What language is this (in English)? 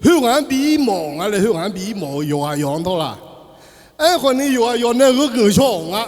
Akha